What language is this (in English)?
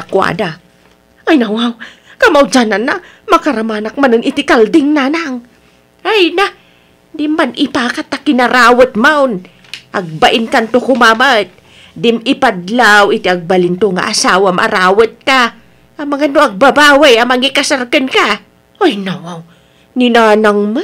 Iloko